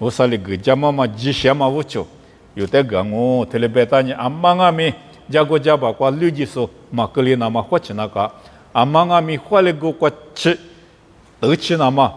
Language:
Lisu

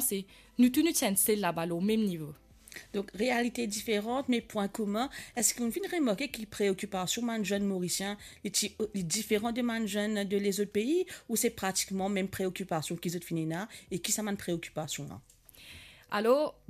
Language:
Morisyen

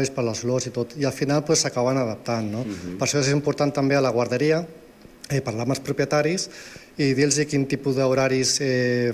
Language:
Catalan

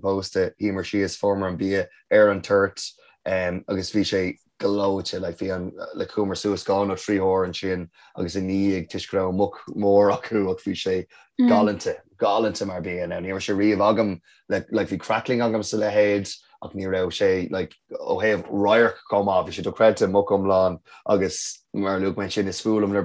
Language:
Irish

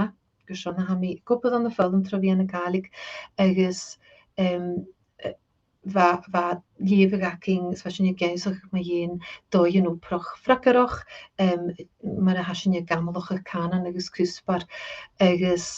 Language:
Scottish Gaelic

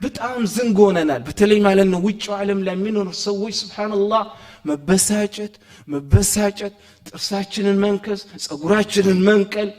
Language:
Amharic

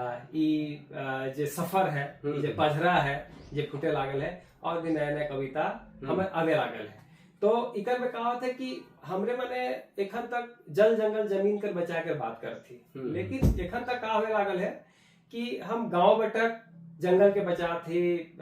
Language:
Sadri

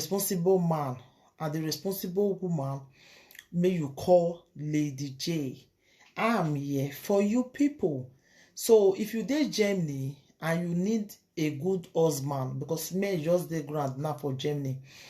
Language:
Nigerian Pidgin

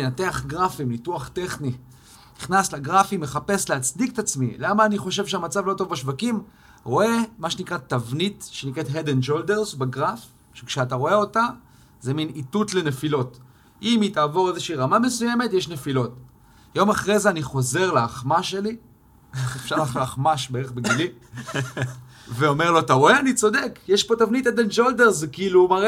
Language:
Hebrew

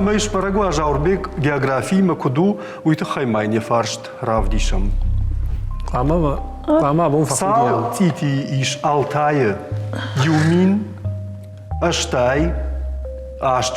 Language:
Ossetic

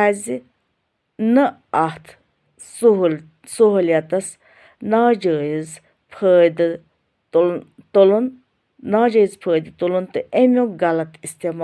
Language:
Kashmiri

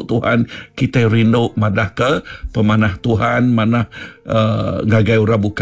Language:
Iban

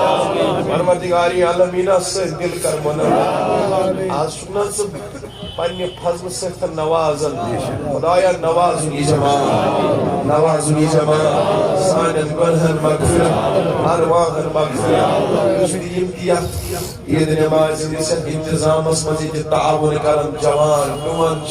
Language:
Kashmiri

